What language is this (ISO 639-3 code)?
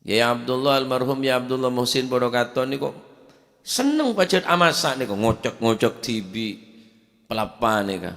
mad